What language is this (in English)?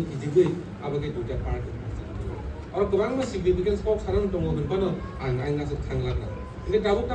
Kok Borok